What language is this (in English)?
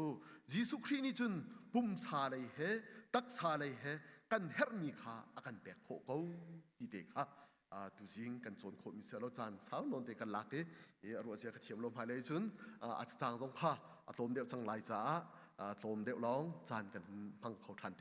Hakha Chin